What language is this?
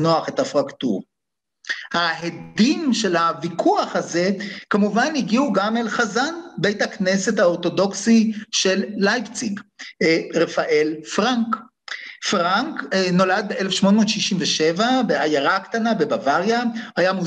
Hebrew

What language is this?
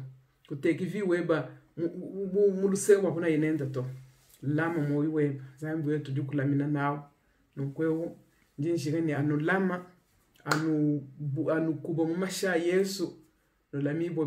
Luba-Lulua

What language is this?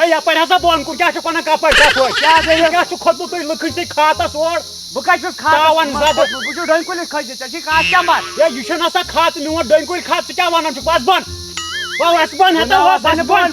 Kashmiri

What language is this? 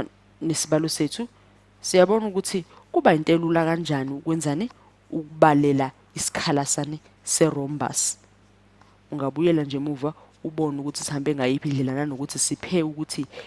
Zulu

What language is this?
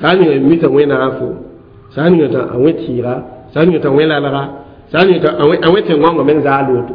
Mossi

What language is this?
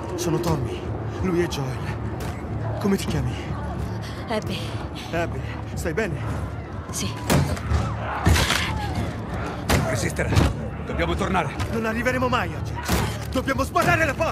Italian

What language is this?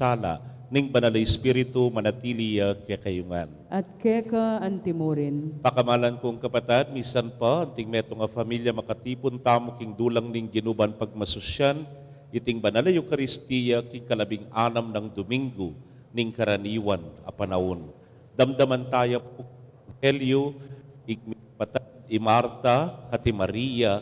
Pampanga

